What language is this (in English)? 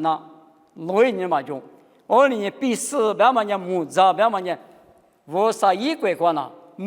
Lisu